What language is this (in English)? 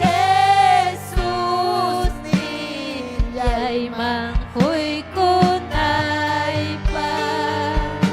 Ayacucho Quechua